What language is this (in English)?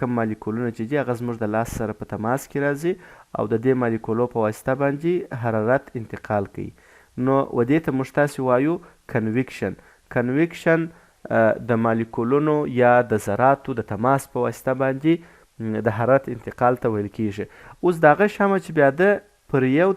Pashto